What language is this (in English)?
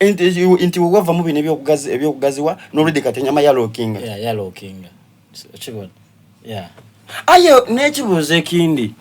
Soga